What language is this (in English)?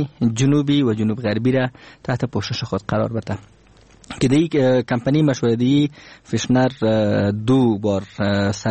Persian